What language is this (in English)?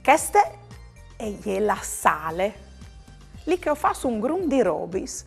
Friulian